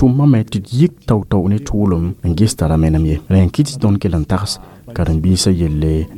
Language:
Mossi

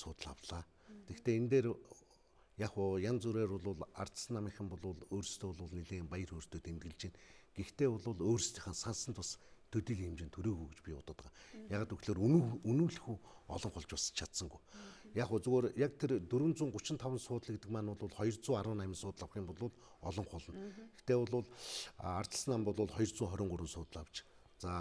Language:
Mongolian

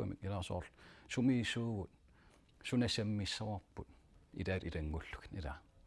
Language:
Kalaallisut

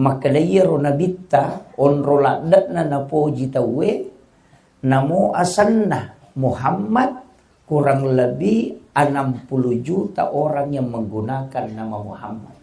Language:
Buginese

